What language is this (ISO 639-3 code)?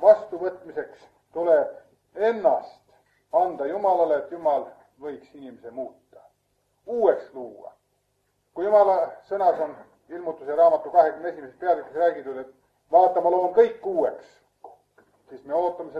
est